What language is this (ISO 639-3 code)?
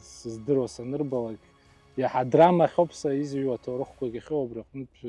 abk